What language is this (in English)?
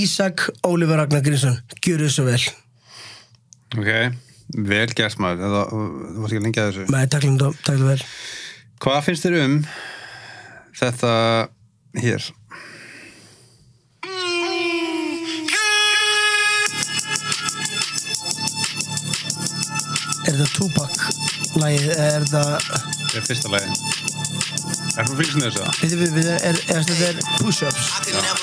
Icelandic